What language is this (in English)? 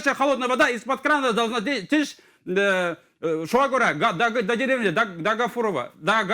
Bashkir